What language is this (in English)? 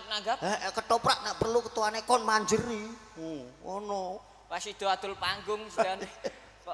Javanese